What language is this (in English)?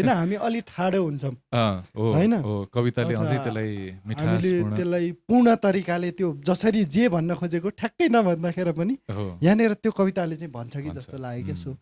Nepali